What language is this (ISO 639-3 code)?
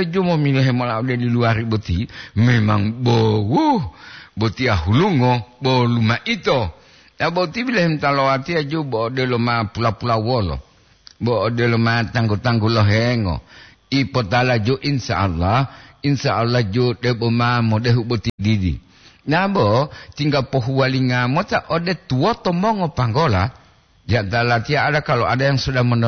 gor